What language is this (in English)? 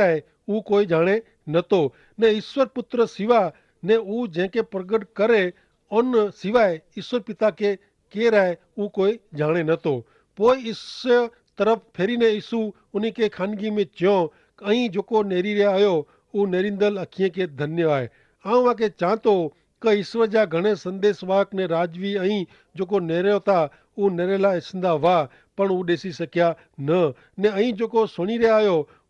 Kachhi